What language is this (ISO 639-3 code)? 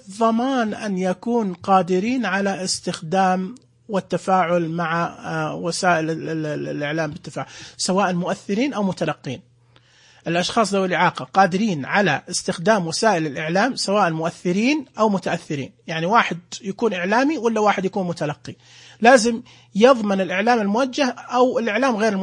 ars